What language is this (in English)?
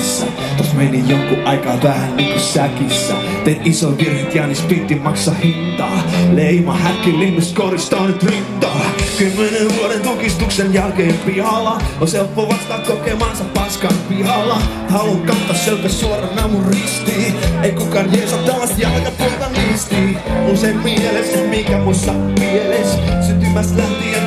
Finnish